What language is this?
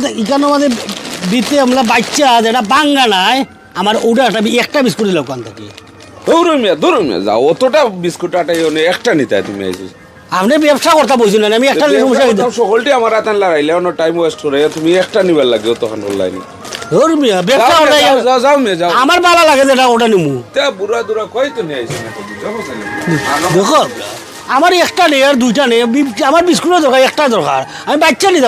Sylheti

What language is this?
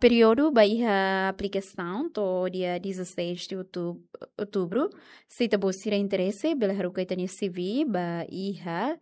Tetum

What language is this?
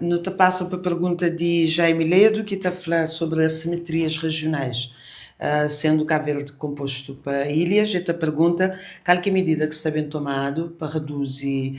Kabuverdianu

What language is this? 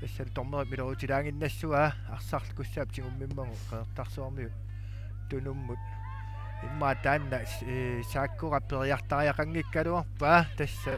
Kalaallisut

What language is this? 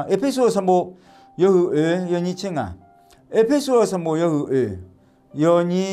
Akha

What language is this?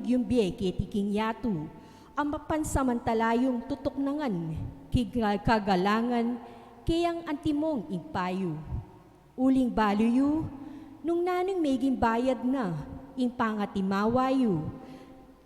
Pampanga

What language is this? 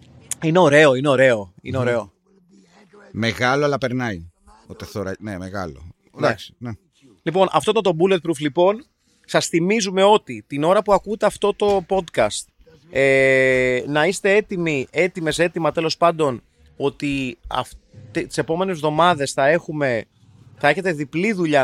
Greek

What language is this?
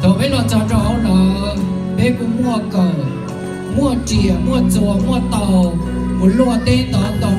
Hmong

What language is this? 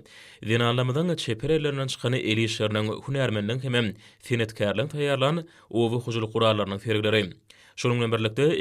Turkmen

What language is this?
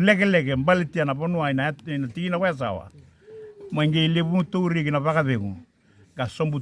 Fijian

